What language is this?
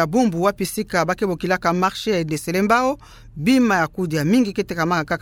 Kituba (Democratic Republic of Congo)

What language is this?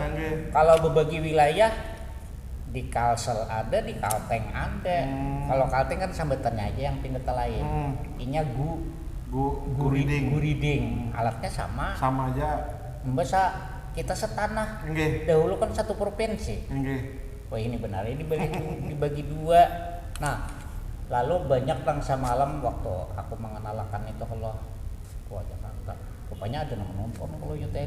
Banjar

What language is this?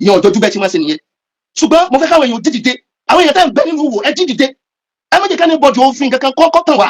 Yoruba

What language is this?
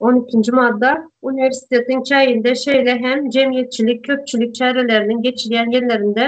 Turkmen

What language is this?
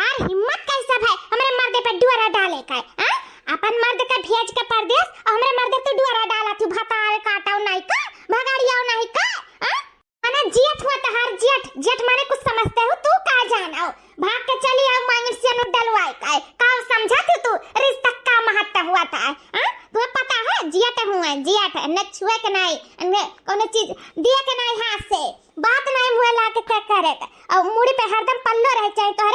Awadhi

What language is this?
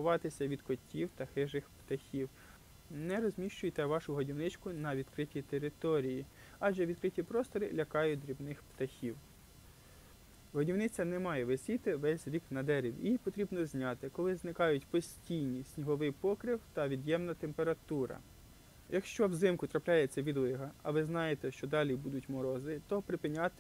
Ukrainian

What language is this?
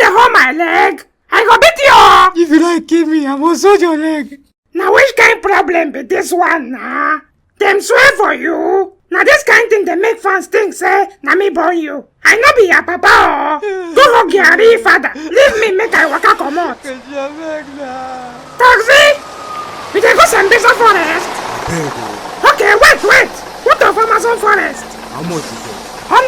Nigerian Pidgin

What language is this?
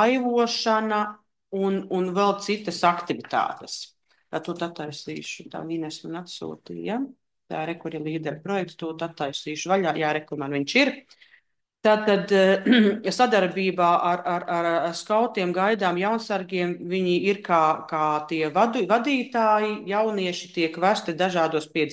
Latvian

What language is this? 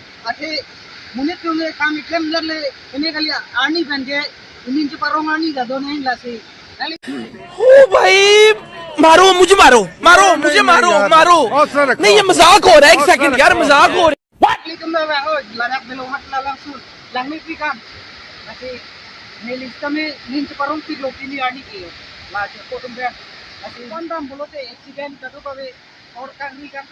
Karbi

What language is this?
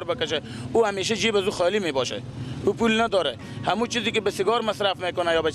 Persian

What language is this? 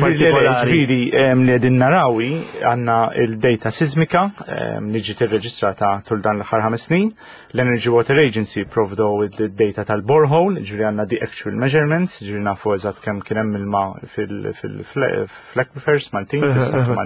Maltese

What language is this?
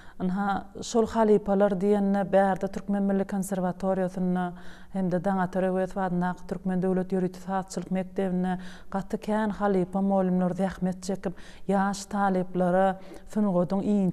Turkmen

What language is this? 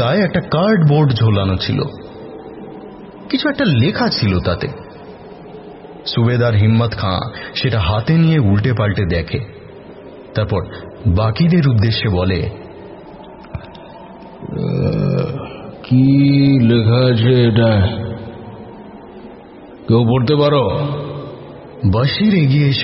Bangla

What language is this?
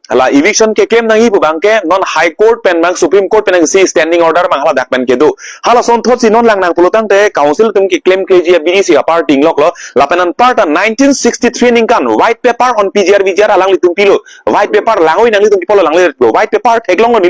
Karbi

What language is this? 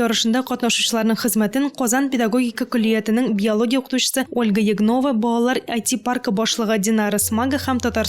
Tatar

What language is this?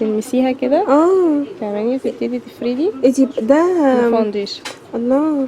Egyptian Arabic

